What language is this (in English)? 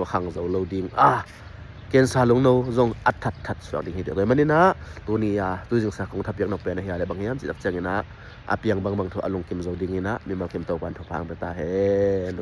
Tedim Chin